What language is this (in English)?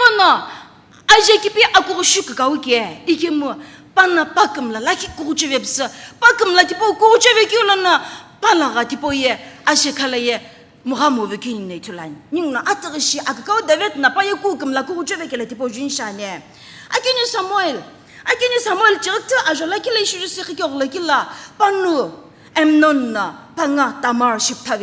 Sumi Naga